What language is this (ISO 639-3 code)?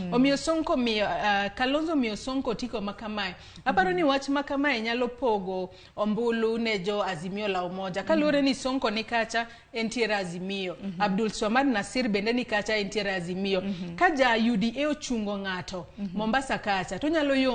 luo